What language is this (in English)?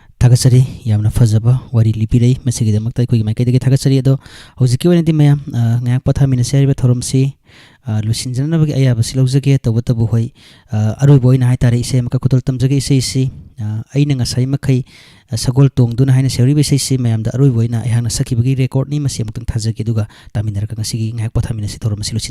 Manipuri